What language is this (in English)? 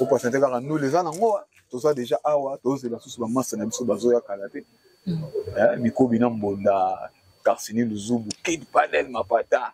Lingala